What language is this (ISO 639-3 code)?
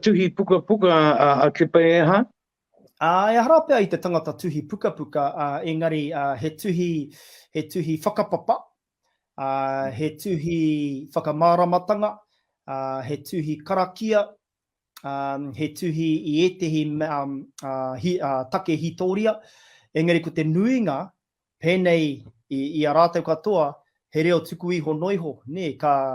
mri